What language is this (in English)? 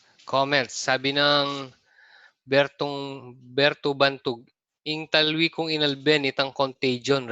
Pampanga